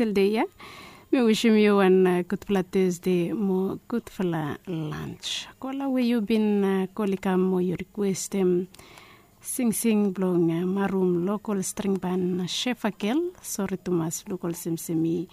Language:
Bislama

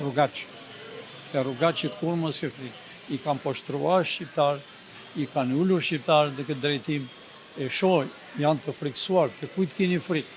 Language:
Albanian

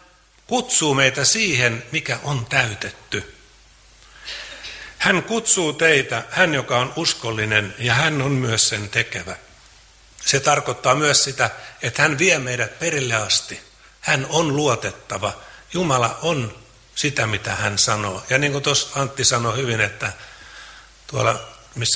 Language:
Finnish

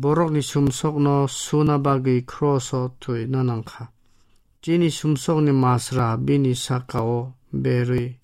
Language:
Kok Borok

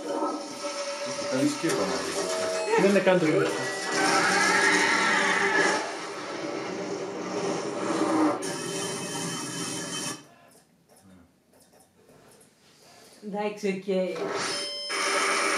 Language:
Greek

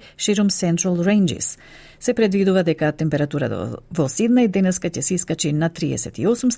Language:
Macedonian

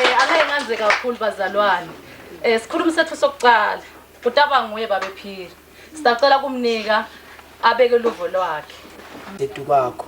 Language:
Zulu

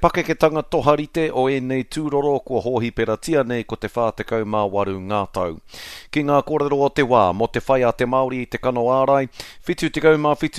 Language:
Māori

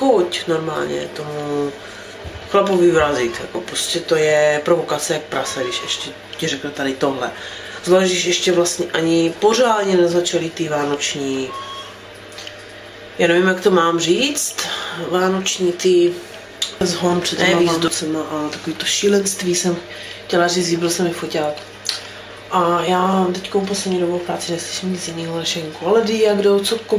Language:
Czech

